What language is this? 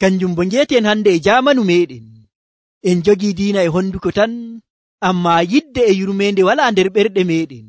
Nigerian Fulfulde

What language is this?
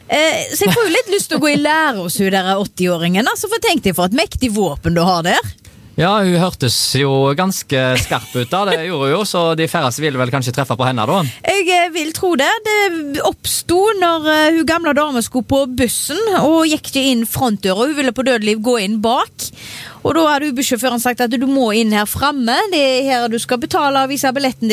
Norwegian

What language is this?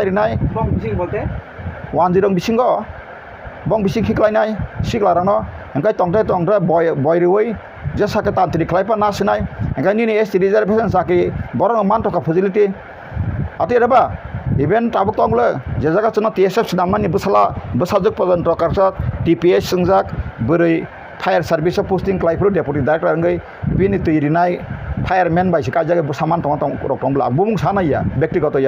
Kok Borok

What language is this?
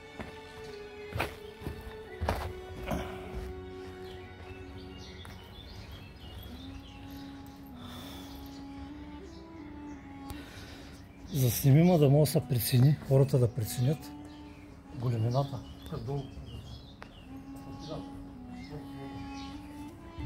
Bulgarian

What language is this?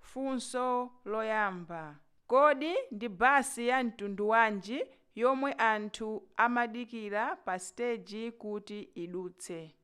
Nyanja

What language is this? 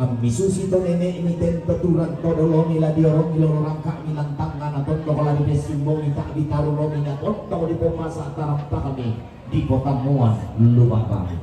Toraja-Sa'dan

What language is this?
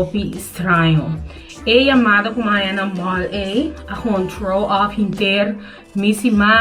Papiamento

